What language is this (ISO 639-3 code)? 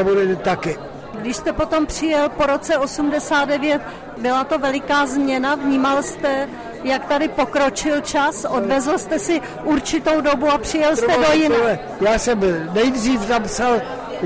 ces